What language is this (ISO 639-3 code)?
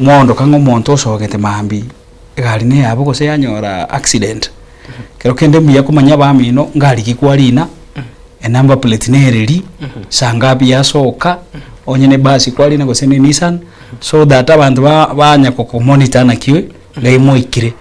guz